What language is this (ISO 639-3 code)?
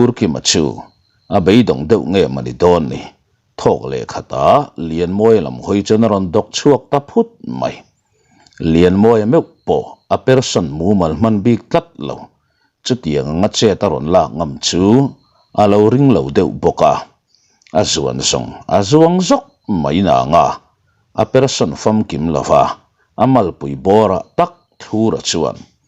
lus